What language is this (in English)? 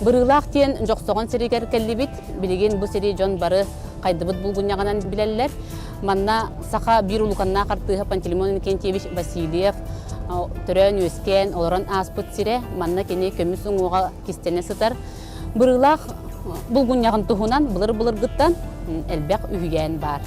Yakut